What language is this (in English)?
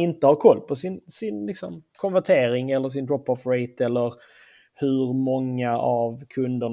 Swedish